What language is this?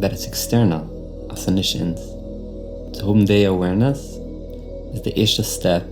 Yiddish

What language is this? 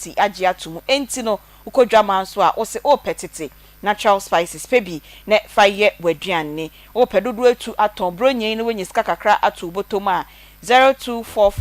Akan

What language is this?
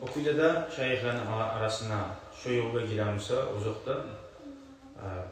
Kumyk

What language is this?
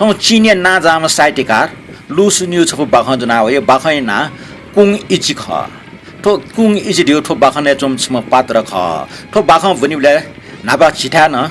Newari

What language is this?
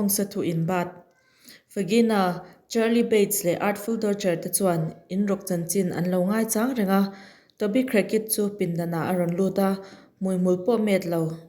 Mizo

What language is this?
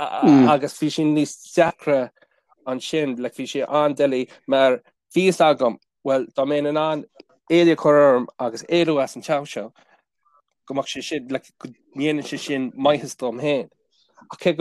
Irish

